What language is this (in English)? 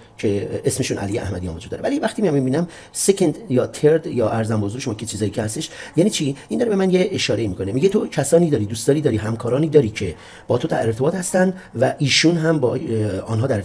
Persian